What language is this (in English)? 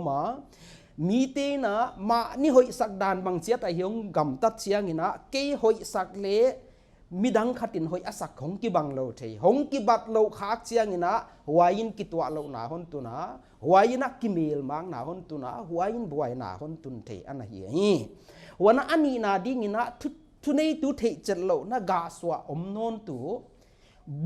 Paite Chin